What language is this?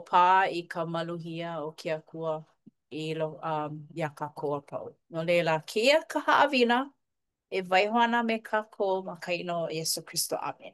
Hawaiian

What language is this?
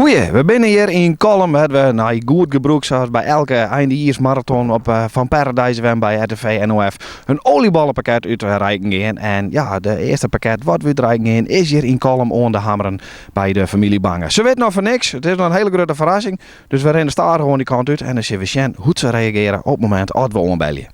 Western Frisian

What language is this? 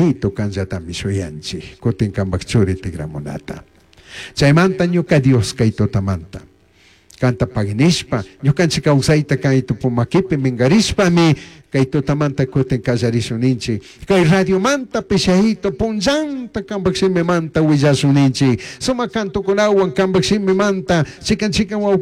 Chimborazo Highland Quichua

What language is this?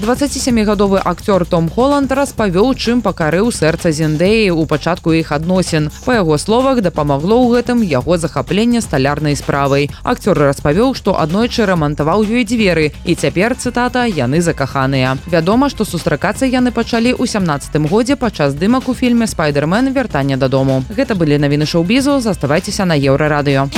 Belarusian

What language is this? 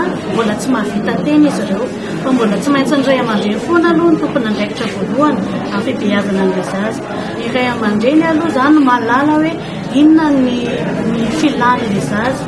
Malagasy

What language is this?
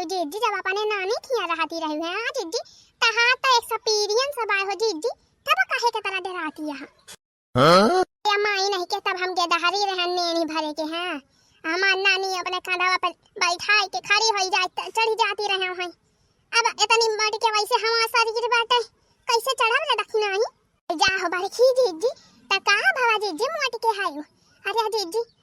Awadhi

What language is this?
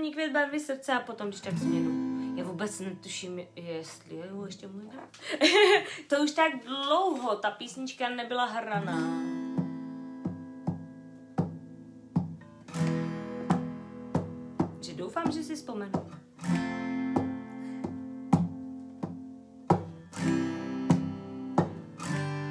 Czech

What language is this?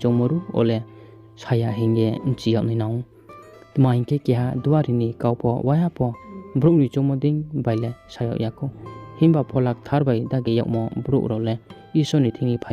Riang (India)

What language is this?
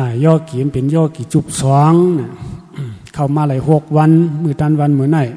Shan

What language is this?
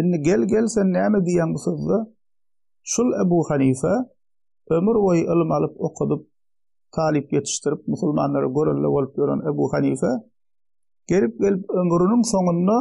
Turkmen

